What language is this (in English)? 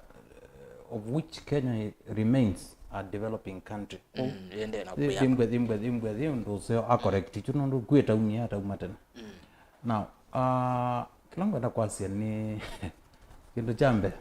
Kamba